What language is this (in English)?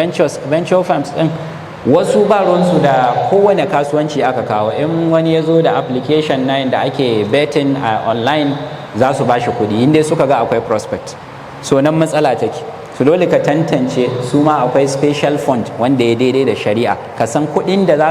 Hausa